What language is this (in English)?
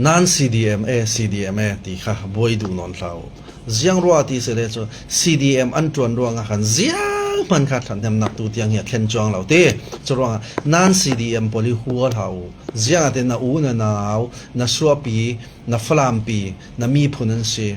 Falam Chin